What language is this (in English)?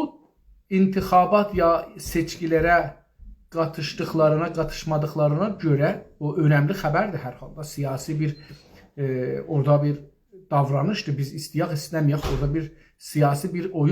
South Azerbaijani